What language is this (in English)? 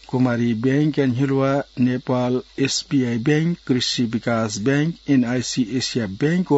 Newari